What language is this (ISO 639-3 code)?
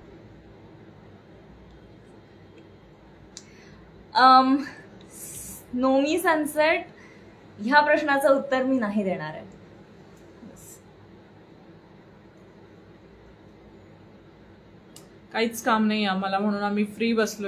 mar